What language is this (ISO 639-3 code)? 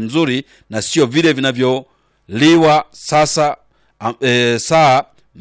swa